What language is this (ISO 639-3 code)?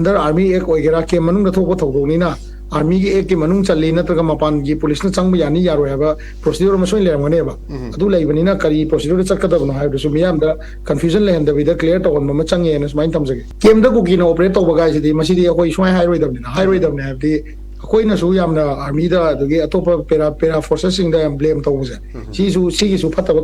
mni